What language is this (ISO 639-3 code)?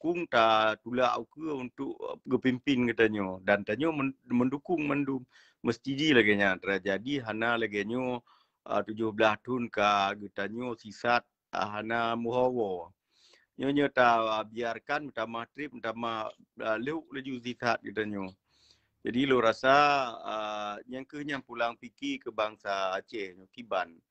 ace